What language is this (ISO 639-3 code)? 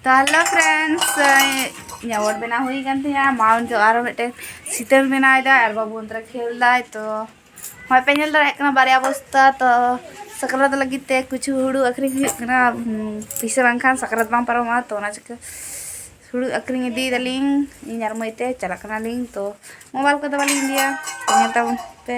sat